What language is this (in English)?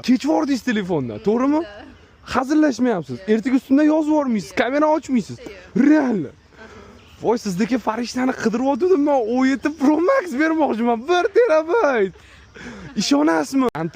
Uzbek